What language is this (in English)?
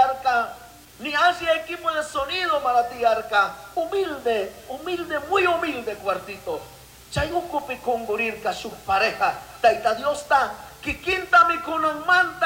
Chimborazo Highland Quichua